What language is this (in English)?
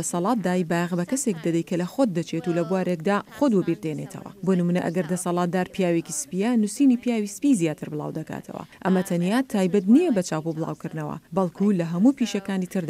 Central Kurdish